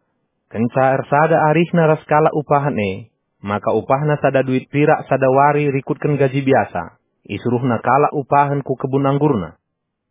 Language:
Batak Karo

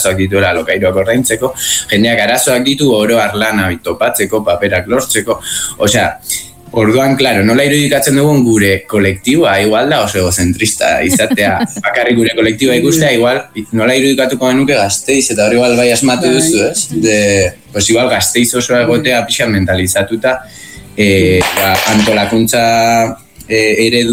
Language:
Basque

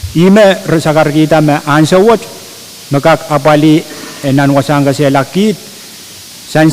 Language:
Pohnpeian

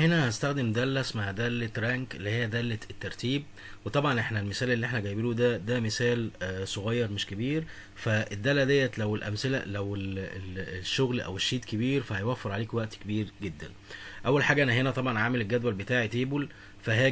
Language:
Egyptian Arabic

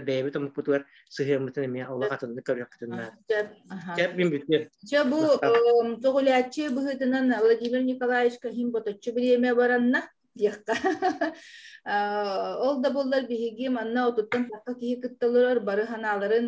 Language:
Yakut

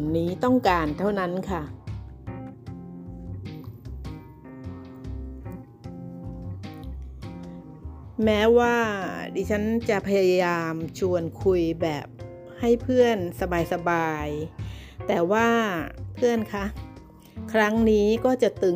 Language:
Thai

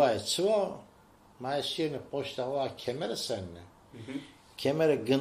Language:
Zaza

